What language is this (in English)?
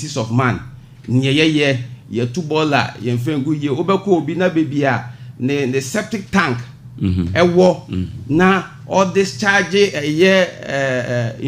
Akan